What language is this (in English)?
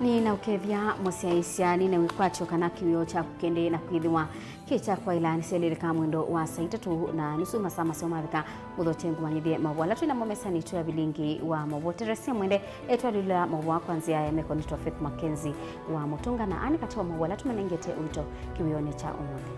Kamba